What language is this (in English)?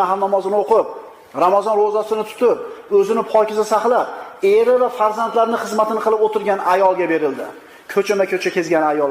Uzbek